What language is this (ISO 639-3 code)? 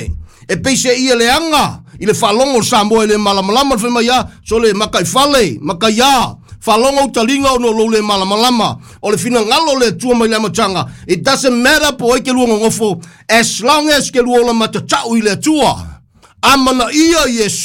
smo